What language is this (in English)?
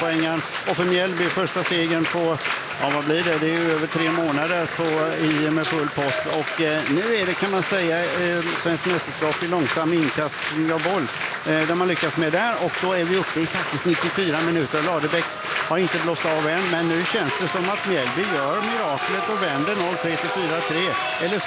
Swedish